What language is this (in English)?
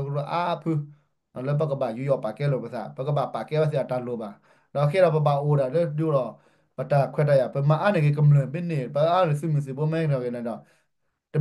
S'gaw Karen